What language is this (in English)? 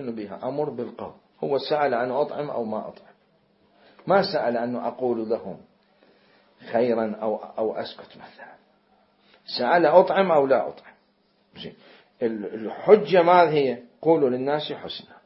Arabic